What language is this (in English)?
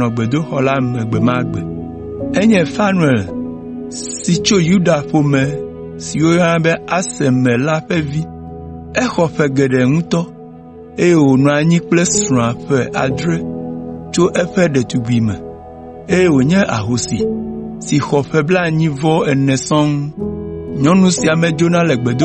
Ewe